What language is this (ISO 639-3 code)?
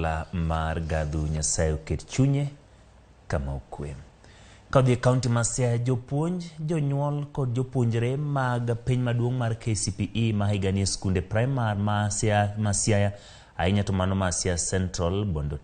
luo